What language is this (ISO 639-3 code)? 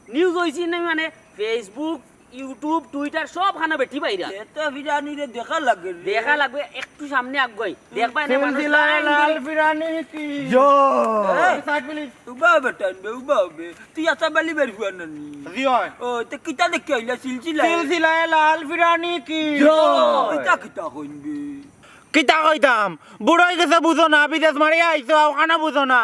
syl